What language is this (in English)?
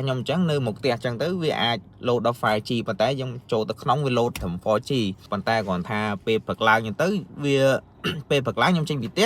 Khmer